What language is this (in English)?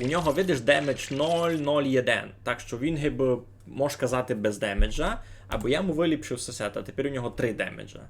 Rusyn